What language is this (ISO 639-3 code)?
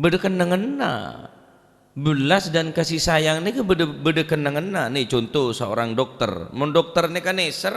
mad